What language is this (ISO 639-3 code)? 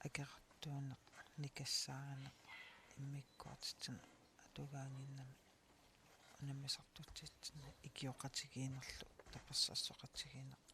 kal